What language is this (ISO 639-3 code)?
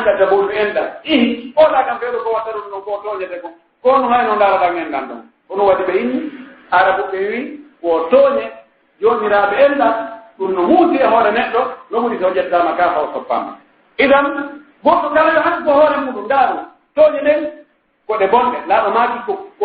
fuf